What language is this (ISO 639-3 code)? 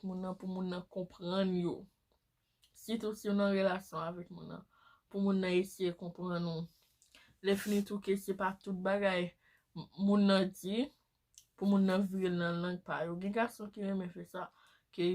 hat